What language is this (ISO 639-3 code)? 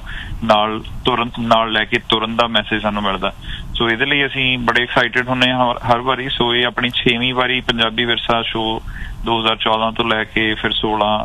pan